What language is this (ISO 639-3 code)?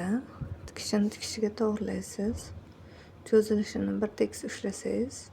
uzb